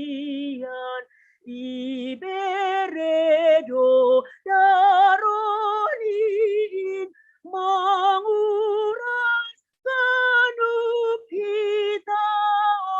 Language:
Batak Simalungun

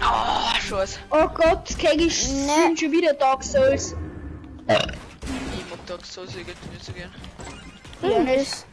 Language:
Bavarian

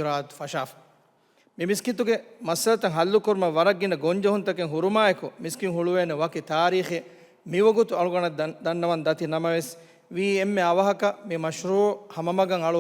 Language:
Divehi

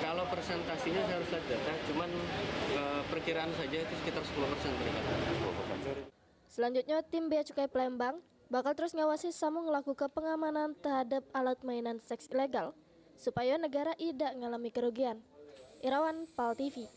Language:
Musi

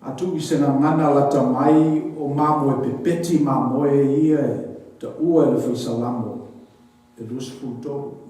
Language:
Samoan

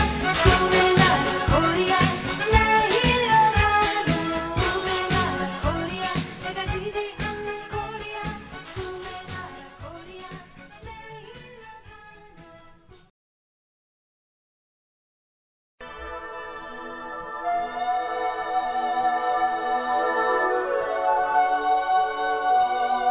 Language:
Korean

